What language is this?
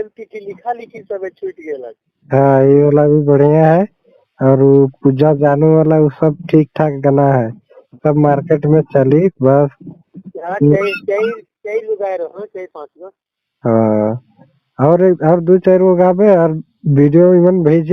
Sadri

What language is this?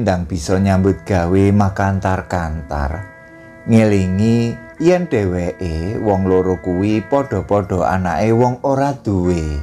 Javanese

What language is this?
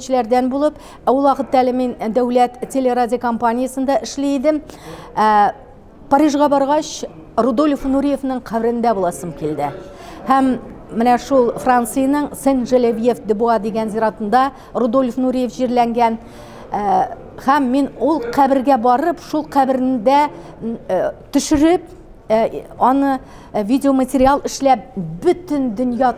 Tatar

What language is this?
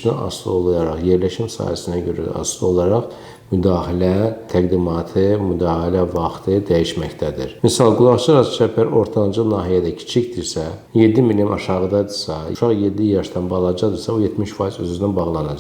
Azerbaijani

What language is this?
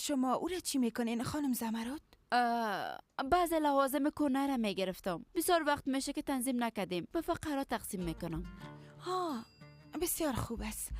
Persian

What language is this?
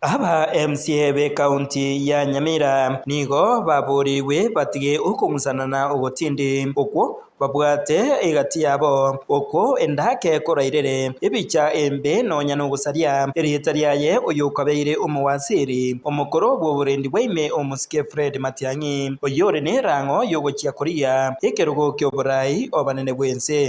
Gusii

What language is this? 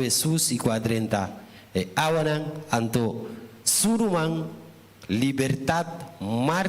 Papiamento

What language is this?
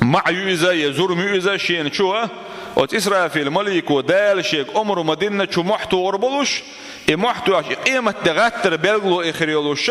Chechen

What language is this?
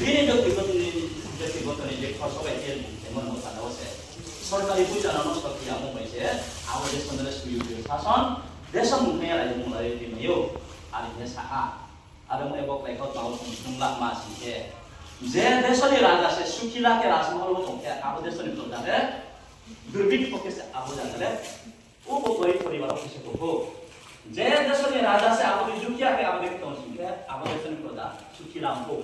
Riang (India)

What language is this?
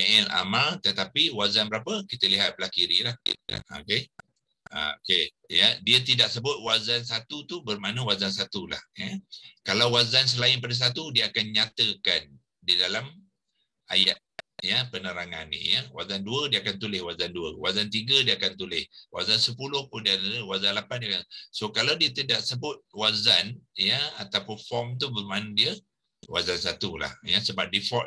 Malay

